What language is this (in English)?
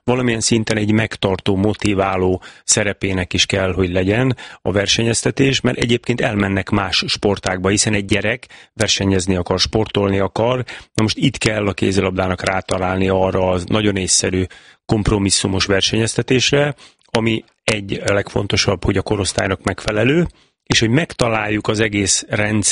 Hungarian